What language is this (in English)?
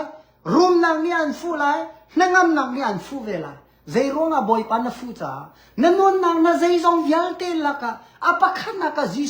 Hakha Chin